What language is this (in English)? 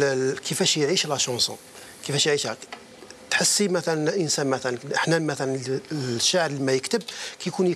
Algerian Arabic